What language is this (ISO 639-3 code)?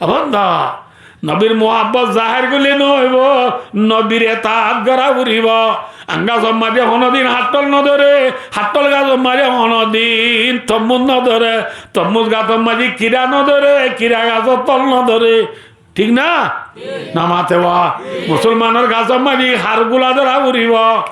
rhg